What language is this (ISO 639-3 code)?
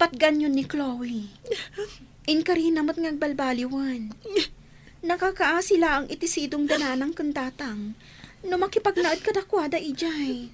ilo